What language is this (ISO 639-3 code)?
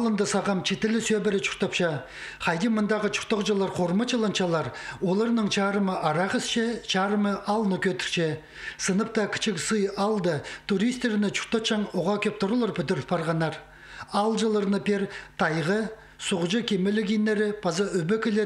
kjh